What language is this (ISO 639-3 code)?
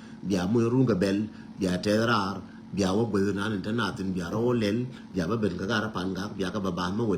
nus